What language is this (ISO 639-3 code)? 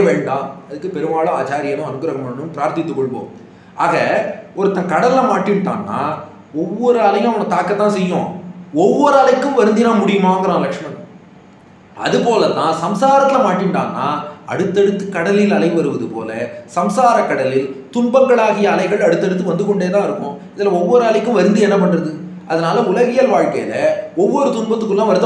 tam